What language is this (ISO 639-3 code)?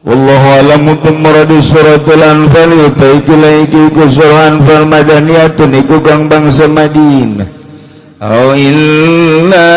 sun